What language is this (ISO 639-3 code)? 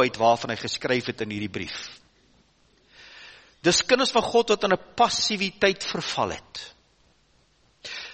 afr